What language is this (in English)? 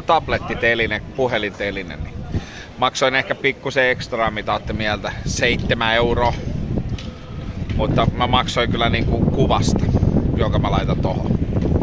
Finnish